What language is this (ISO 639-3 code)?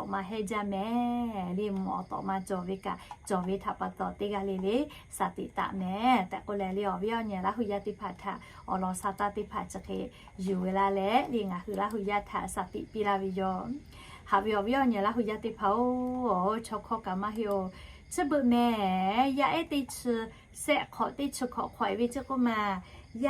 lhu